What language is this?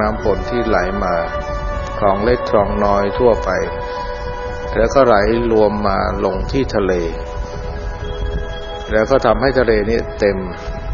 Thai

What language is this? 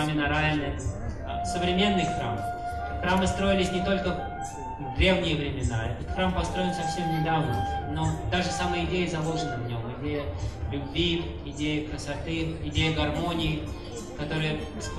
Russian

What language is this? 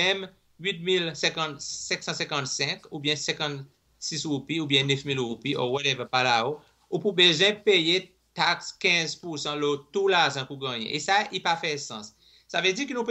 Seselwa Creole French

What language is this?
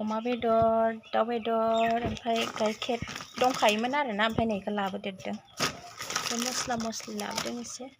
Bodo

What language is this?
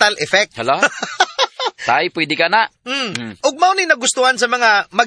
Cebuano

